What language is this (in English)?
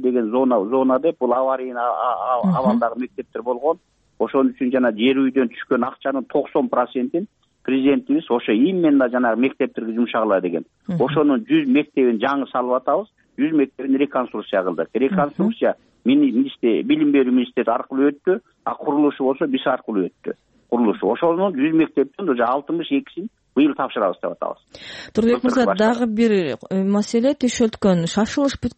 Kyrgyz